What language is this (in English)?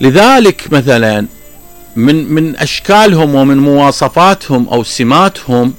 Mesopotamian Arabic